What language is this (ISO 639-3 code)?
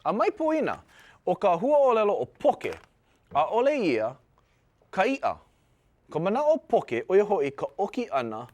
haw